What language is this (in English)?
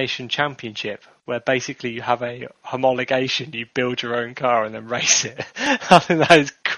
English